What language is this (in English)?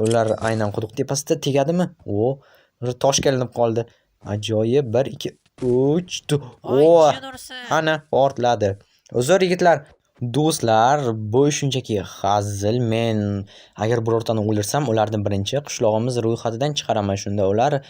Uzbek